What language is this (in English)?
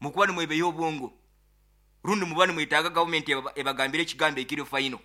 Nyoro